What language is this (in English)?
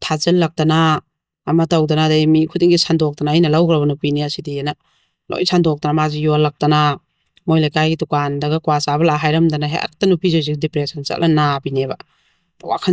Manipuri